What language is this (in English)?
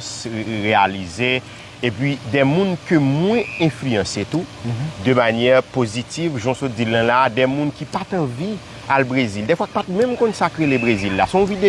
Haitian Creole